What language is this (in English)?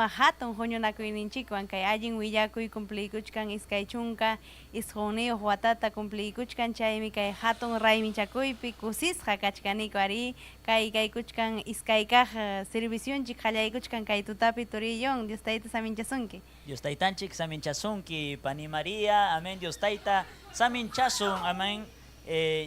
Ayacucho Quechua